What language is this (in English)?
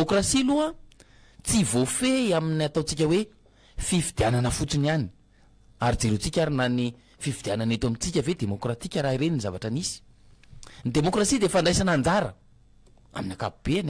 Malagasy